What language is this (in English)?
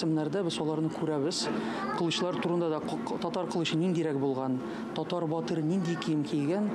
Tatar